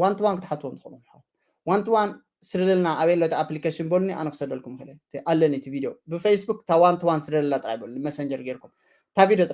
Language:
Tigrinya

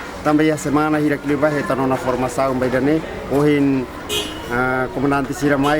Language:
Tetum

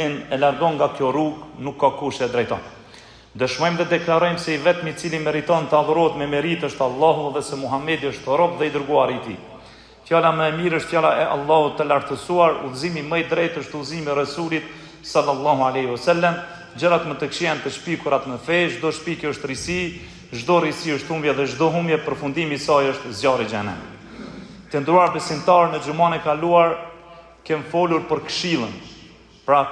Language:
Albanian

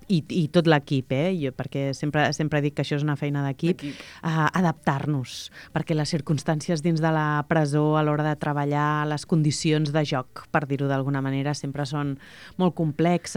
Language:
Catalan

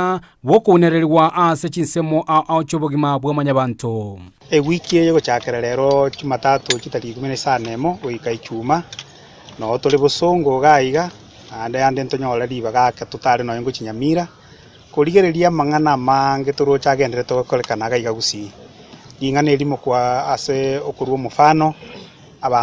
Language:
Gusii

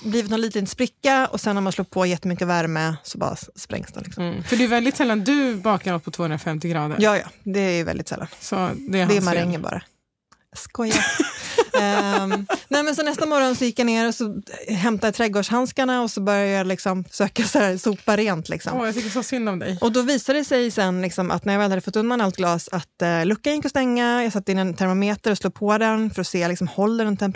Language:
Swedish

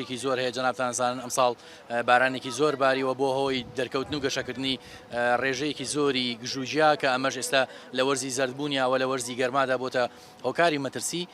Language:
Central Kurdish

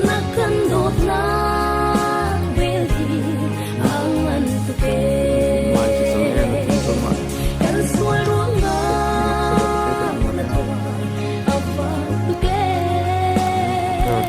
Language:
Hakha Chin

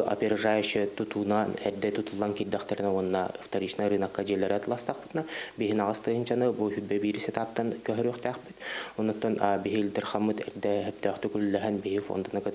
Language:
Yakut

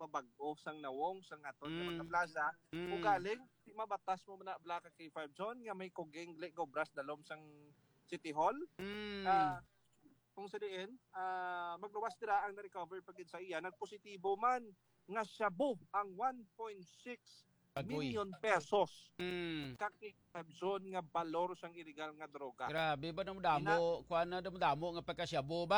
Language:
Hiligaynon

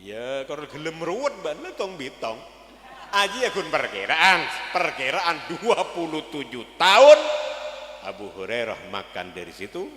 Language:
Madurese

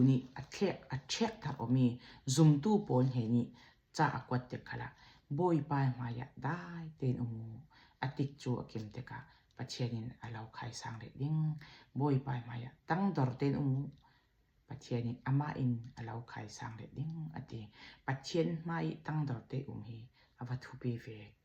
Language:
Falam Chin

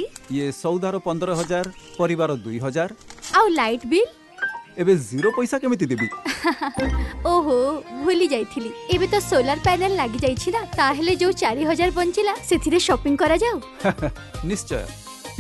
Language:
Odia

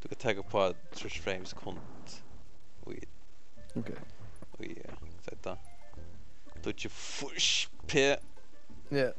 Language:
Faroese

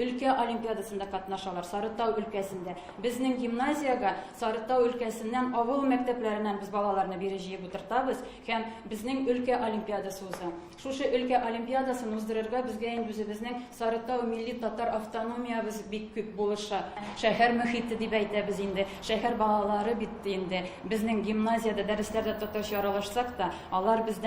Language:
Tatar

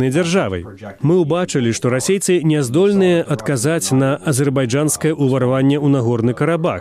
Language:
Belarusian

